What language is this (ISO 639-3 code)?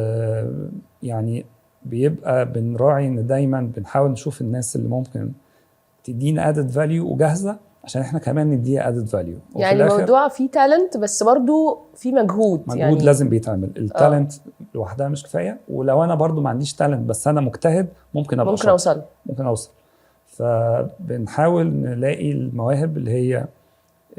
arz